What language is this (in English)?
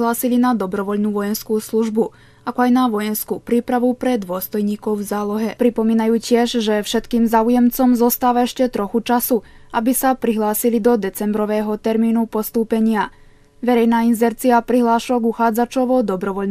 Slovak